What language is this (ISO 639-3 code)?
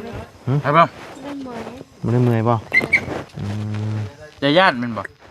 lao